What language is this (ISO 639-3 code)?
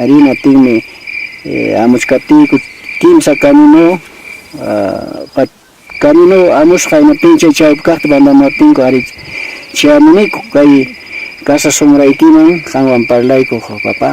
que